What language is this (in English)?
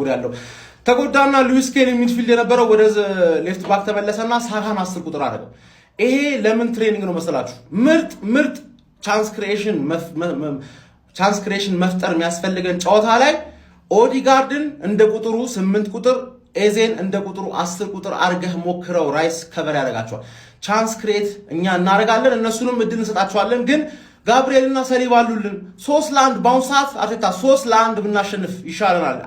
Amharic